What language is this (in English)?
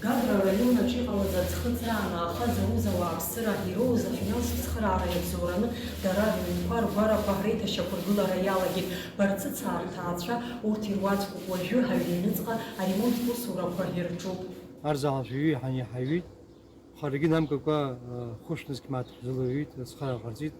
Abkhazian